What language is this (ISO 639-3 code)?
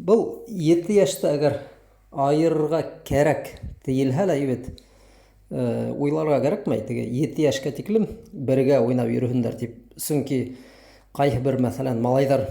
bak